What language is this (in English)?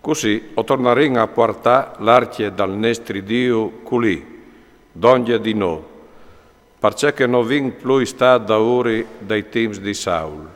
Friulian